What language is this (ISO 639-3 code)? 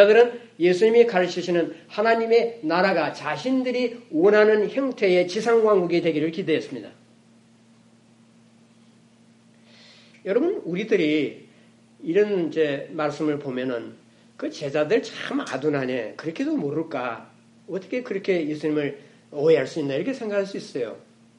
kor